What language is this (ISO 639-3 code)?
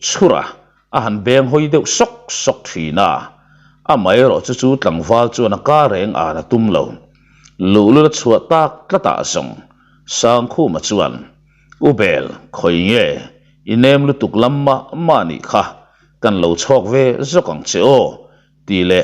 lus